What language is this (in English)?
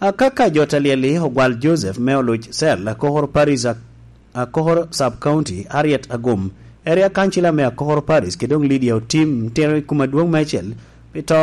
Lango (Uganda)